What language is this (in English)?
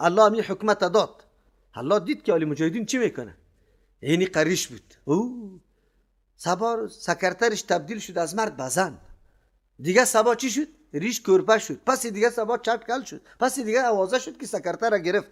Persian